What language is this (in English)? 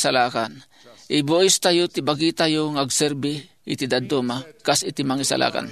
Iloko